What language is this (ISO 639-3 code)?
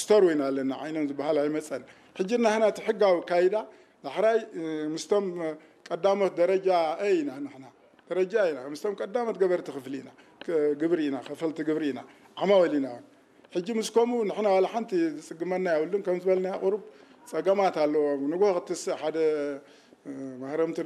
tir